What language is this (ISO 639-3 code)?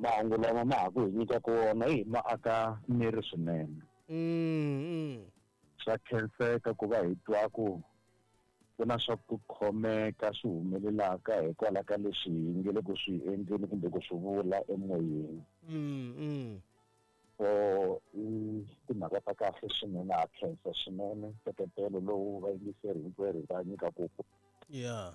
tso